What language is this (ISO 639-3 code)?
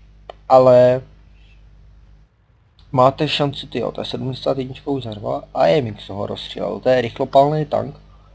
ces